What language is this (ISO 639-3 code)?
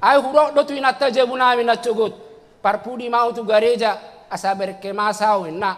bbc